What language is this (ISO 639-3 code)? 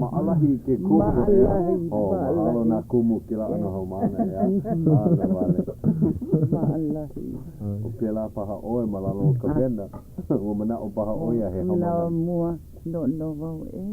haw